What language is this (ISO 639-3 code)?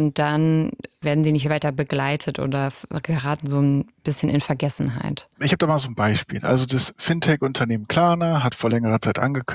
deu